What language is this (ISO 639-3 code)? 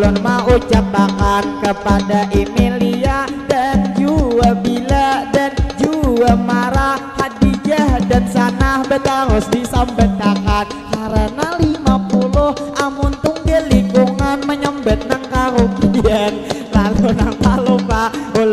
bjn